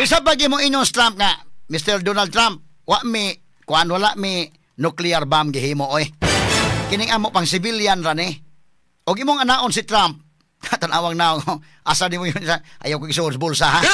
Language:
Cebuano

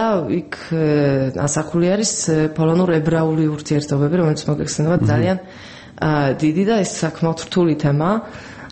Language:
Georgian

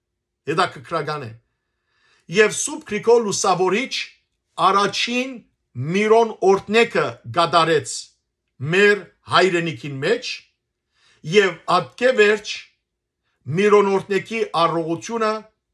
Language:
Western Armenian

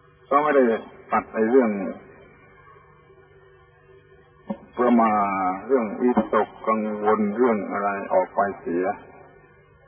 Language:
Thai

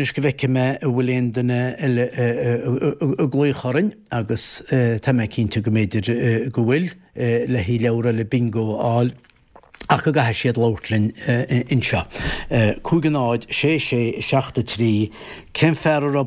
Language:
Irish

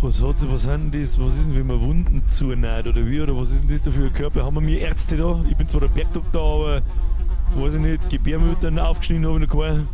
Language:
Bavarian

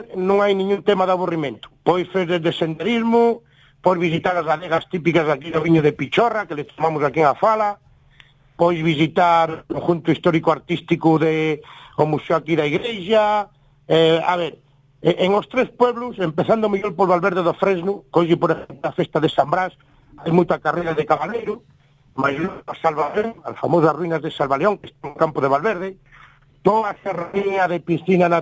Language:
Galician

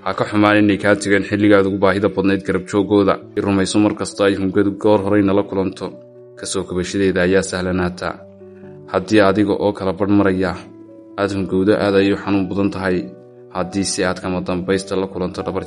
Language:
Somali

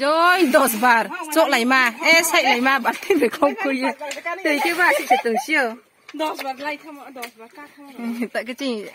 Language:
Riang (India)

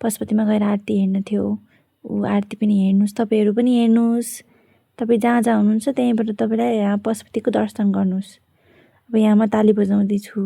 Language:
Nepali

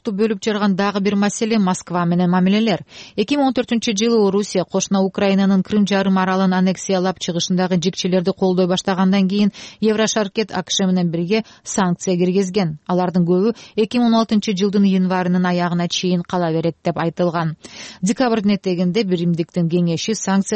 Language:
Kyrgyz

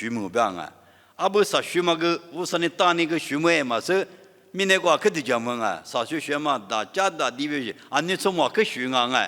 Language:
Lisu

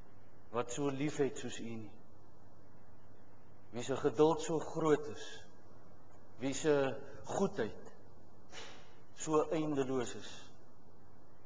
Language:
Afrikaans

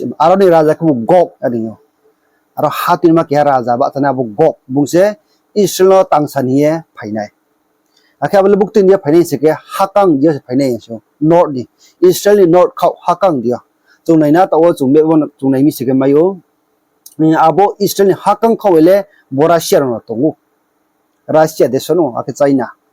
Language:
Riang (India)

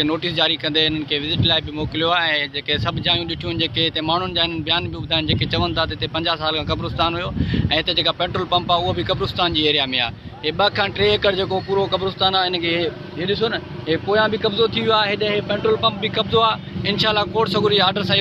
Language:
Sindhi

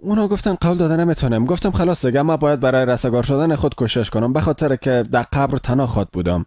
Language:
Persian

